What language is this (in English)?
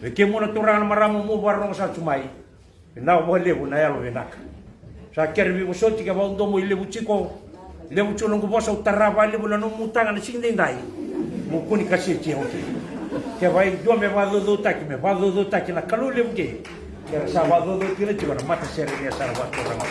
Fijian